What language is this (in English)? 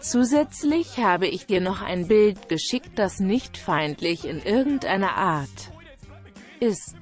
Bavarian